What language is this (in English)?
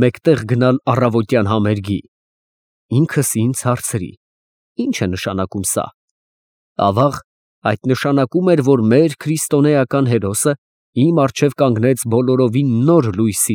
Armenian